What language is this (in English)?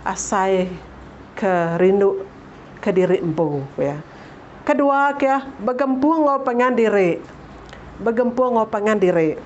Iban